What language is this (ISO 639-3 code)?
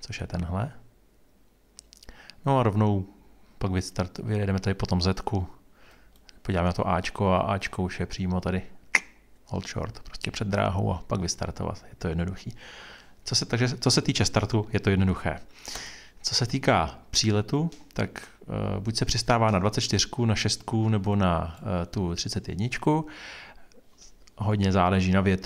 ces